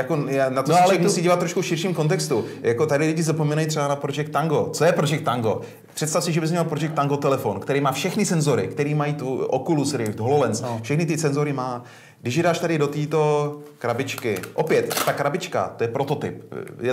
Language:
Czech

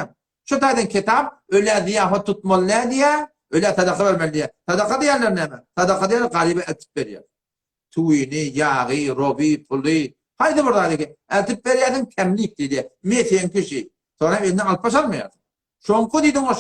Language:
Turkmen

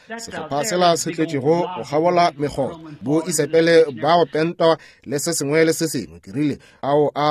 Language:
Northern Sotho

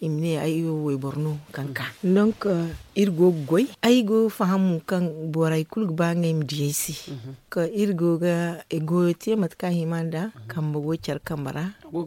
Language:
Zarma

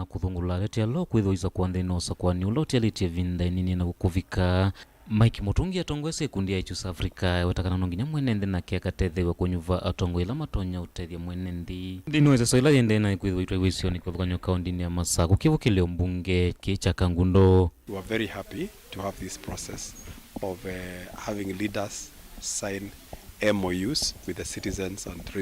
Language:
Kamba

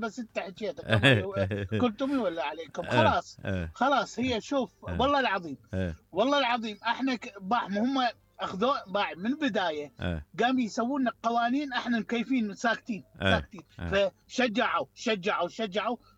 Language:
Mesopotamian Arabic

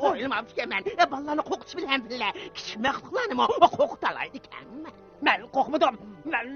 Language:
Uyghur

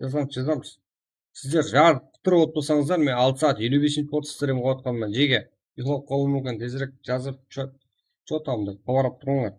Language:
Kara-Kalpak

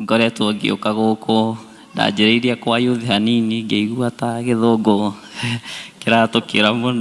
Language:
Kikuyu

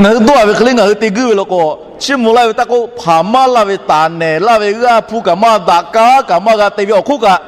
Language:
Lahu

